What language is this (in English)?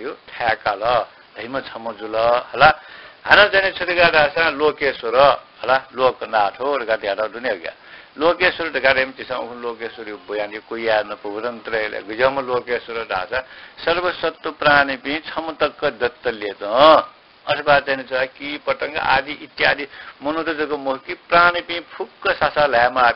Newari